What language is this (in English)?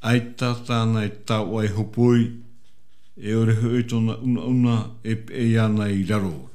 Tahitian